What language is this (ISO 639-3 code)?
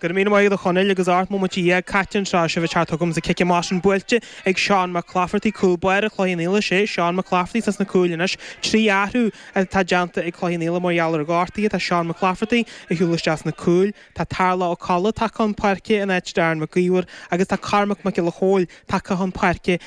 gle